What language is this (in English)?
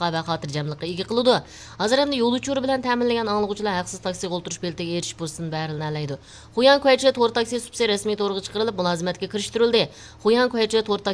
Uyghur